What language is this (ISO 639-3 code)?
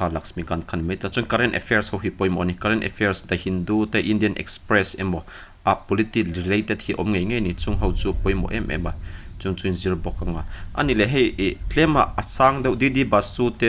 lus